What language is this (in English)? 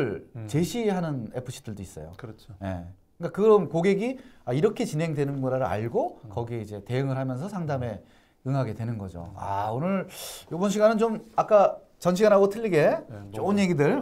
Korean